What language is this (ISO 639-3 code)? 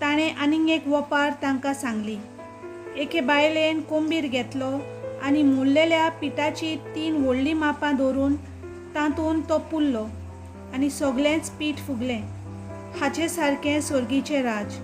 kok